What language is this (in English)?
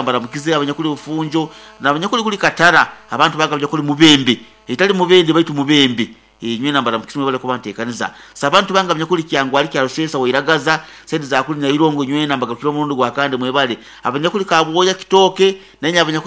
Nyoro